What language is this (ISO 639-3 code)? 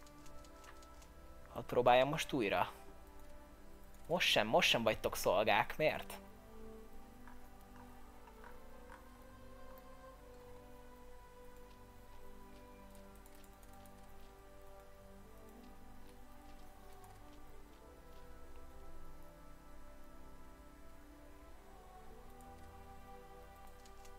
hun